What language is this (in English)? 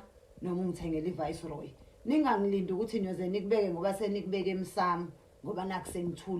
Zulu